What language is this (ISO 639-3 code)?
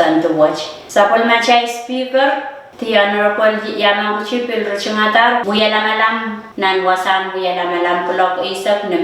pon